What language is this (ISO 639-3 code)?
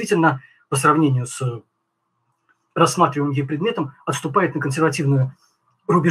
rus